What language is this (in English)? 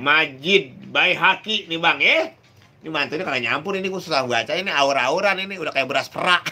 Betawi